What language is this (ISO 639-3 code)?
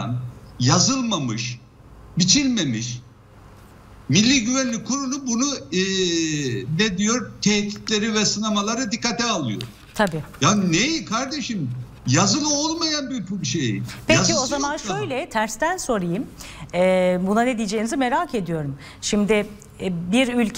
tur